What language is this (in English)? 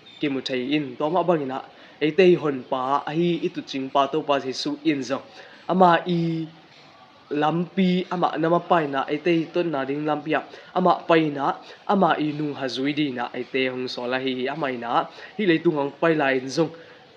Tedim Chin